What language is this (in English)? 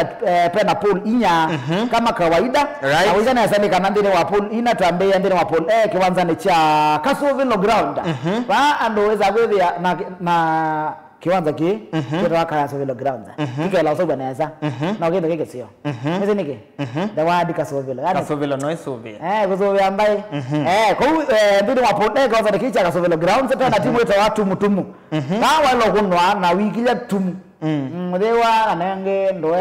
Kamba